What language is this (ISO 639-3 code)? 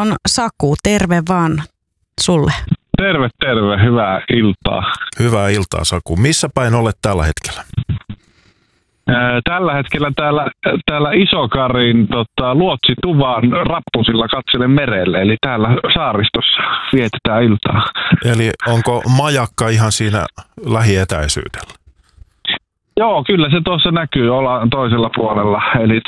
fin